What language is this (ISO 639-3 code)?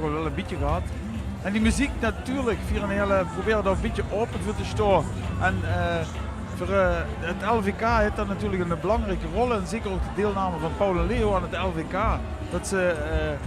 lim